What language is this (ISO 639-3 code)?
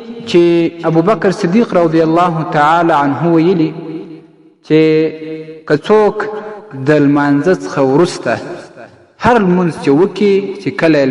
pus